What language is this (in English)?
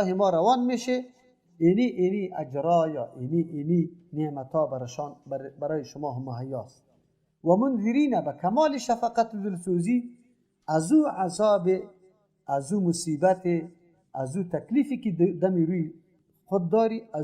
Persian